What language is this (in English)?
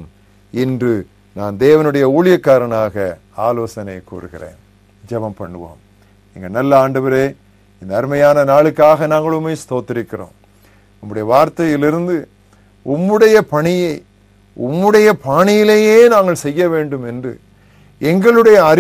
Tamil